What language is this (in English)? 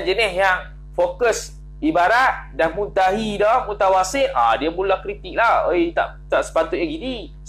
Malay